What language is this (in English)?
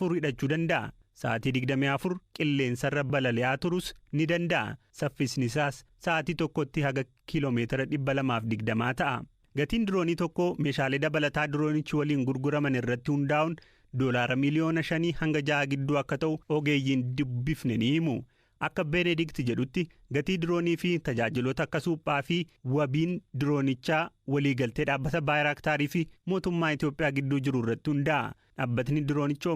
Oromo